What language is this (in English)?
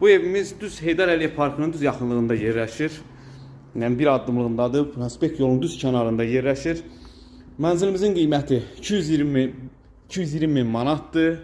Azerbaijani